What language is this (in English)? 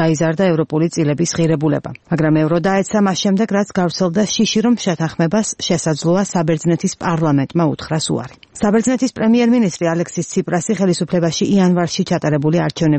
Georgian